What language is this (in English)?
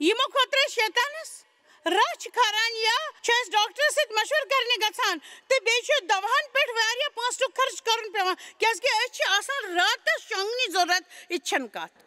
Kashmiri